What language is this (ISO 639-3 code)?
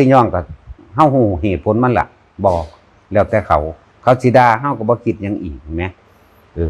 tts